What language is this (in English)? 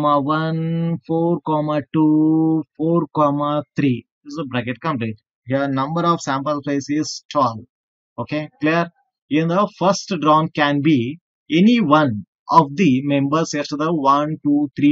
Kannada